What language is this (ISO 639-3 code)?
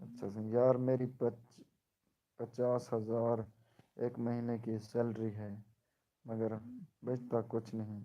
skr